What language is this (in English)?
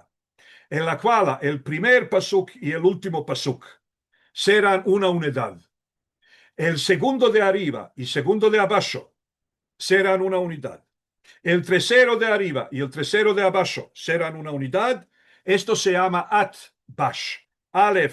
Ladino